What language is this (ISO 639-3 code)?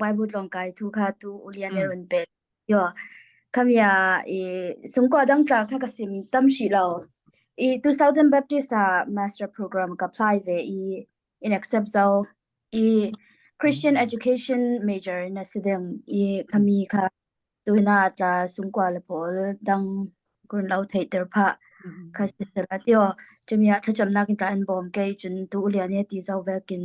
cfm